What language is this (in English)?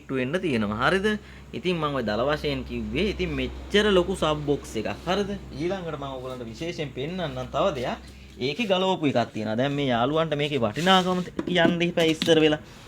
Sinhala